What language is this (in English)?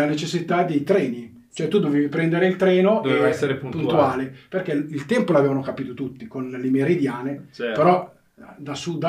Italian